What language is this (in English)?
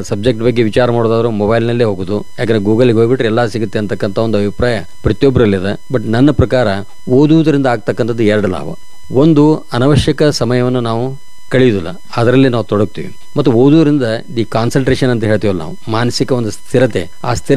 Kannada